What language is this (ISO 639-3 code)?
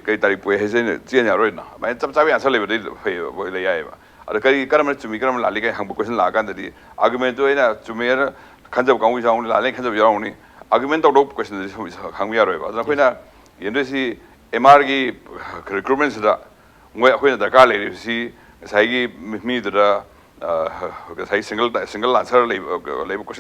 mni